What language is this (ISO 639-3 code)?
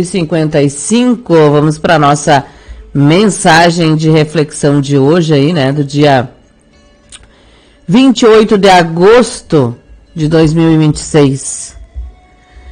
por